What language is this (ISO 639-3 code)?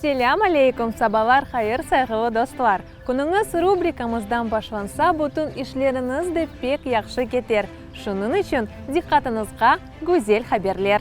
crh